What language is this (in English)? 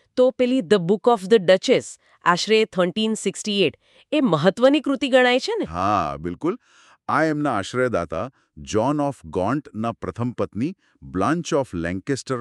Gujarati